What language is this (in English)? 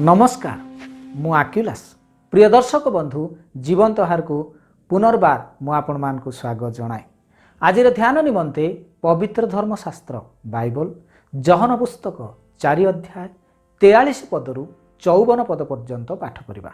Odia